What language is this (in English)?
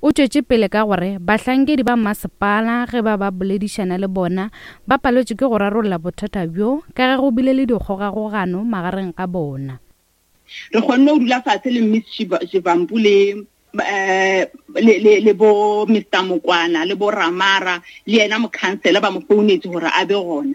Northern Sotho